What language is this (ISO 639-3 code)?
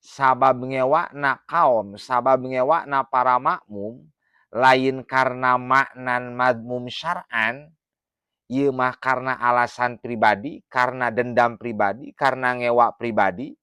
sun